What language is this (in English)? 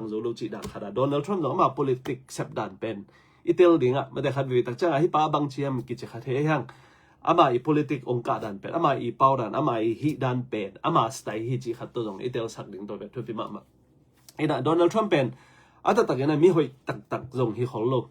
Tedim Chin